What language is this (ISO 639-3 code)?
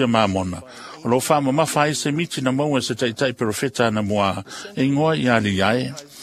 smo